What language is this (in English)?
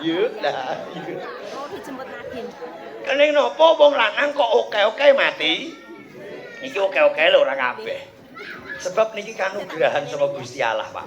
Javanese